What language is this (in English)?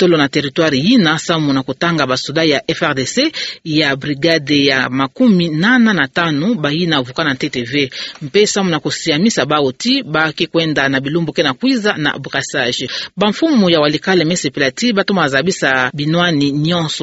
Kituba (Democratic Republic of Congo)